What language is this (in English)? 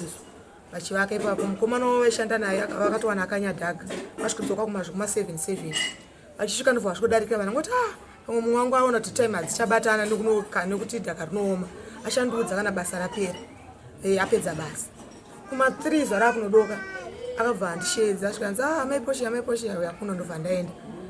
Shona